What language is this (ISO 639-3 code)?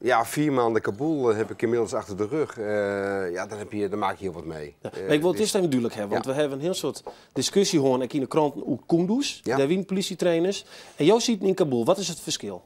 fry